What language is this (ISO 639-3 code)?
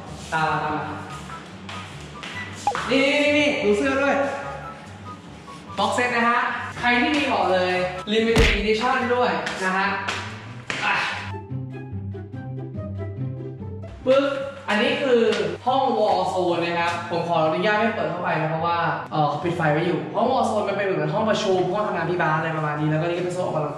tha